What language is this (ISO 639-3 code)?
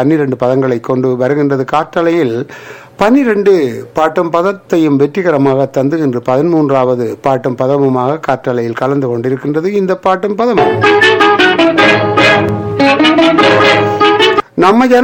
tam